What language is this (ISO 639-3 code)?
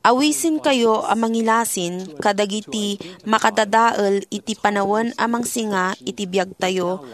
ilo